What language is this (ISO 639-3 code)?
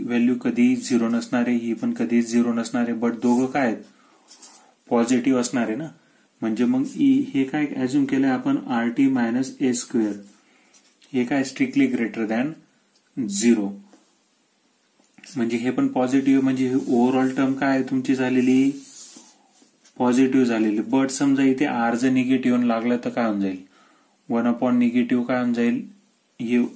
mar